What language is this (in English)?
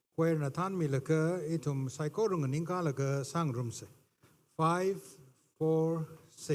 Tangkhul Naga (India)